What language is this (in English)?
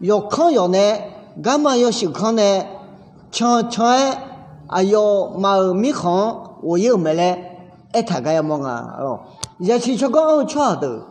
Akha